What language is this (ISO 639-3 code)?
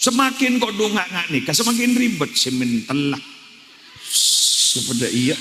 mad